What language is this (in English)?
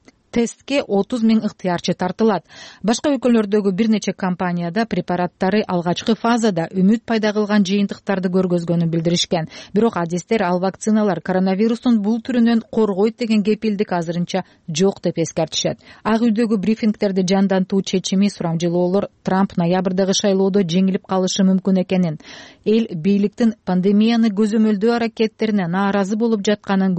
Kyrgyz